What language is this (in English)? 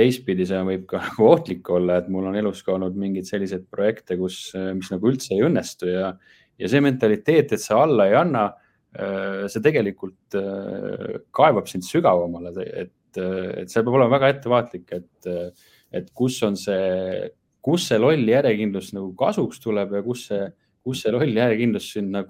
Estonian